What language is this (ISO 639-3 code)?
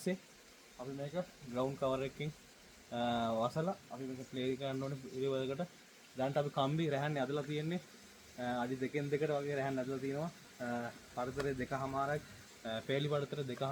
sin